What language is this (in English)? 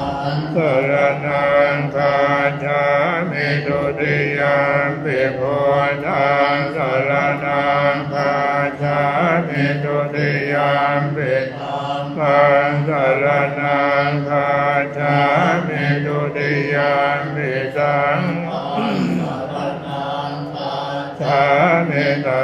Pali